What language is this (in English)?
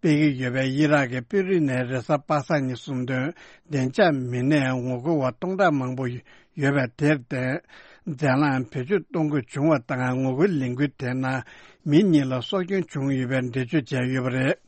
Tibetan